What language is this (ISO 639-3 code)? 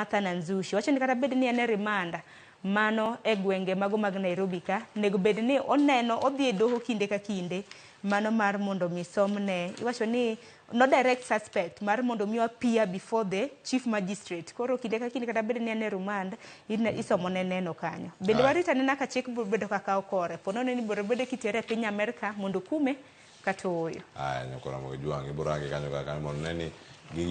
luo